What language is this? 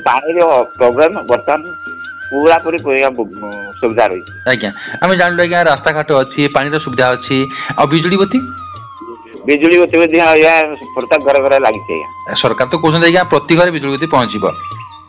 Odia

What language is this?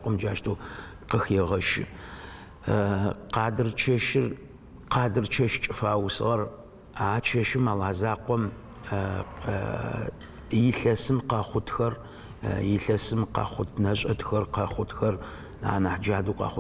Adyghe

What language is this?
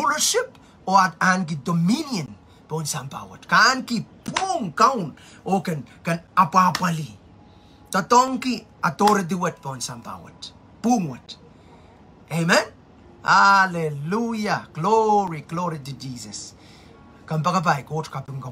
Pohnpeian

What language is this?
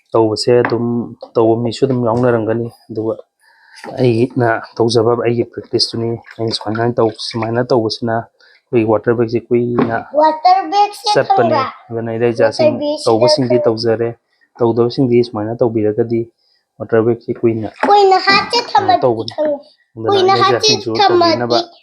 Manipuri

